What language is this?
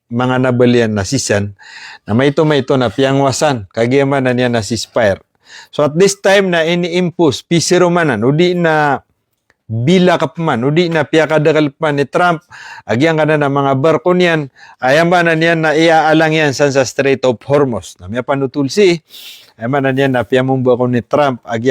Maranao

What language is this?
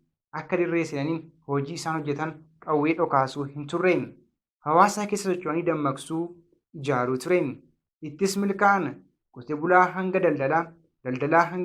Oromo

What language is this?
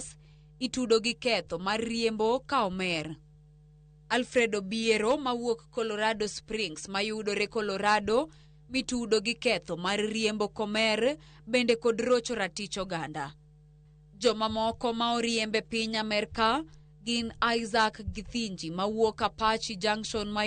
Luo (Kenya and Tanzania)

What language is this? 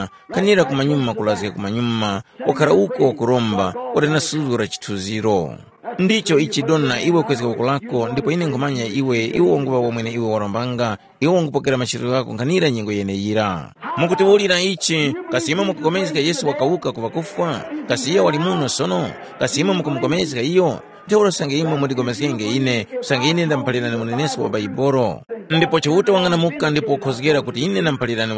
Tumbuka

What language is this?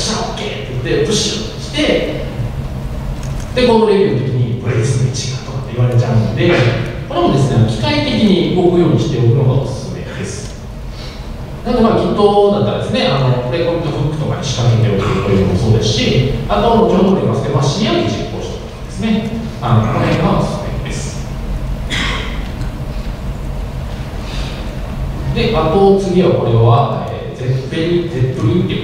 Japanese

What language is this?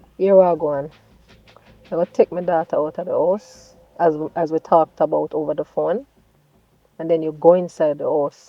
Jamaican Creole English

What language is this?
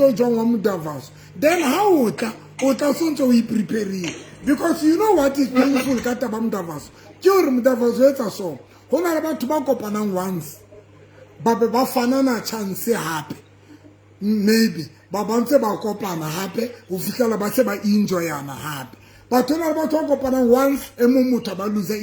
Southern Sotho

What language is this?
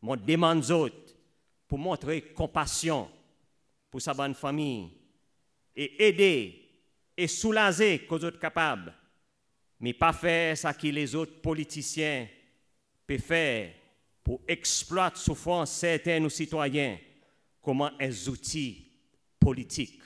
Seselwa Creole French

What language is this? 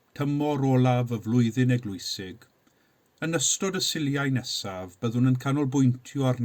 Welsh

